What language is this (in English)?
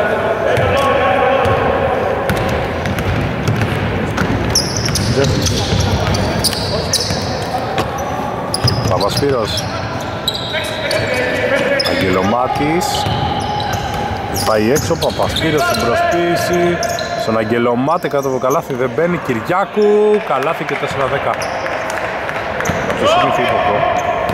Greek